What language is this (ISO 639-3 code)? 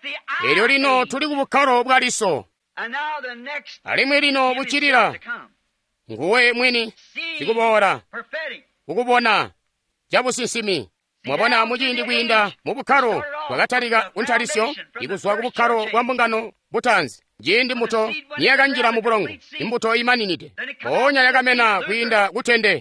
toi